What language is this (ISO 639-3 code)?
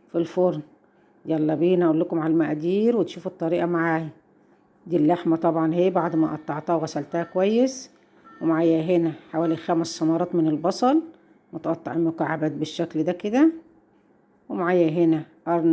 arz